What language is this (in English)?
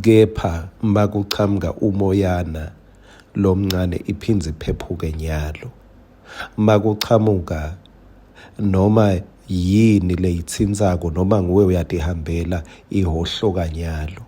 Swati